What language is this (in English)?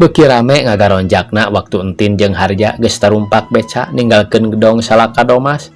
Sundanese